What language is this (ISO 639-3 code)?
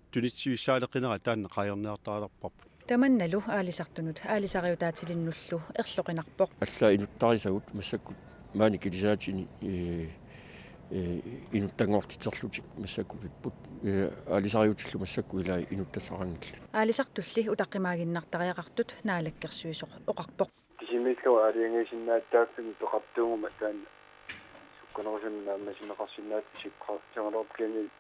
kal